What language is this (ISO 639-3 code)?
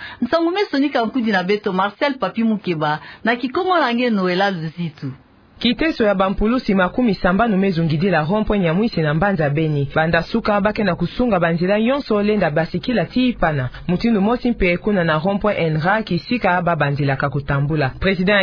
ktu